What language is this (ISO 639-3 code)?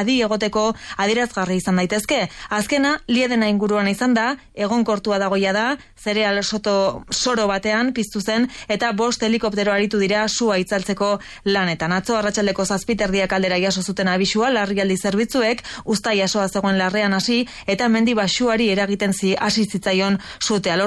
eus